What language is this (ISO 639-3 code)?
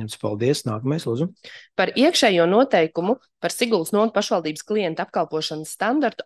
lav